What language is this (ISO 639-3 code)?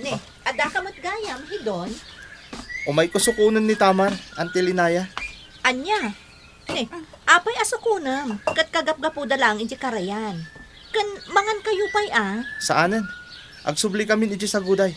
ilo